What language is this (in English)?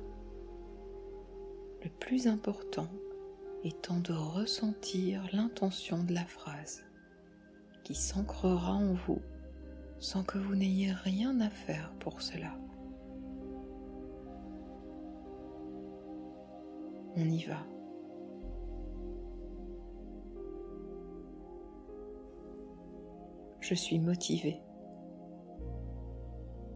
French